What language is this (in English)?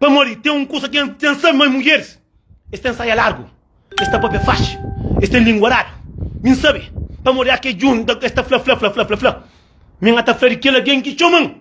Kabuverdianu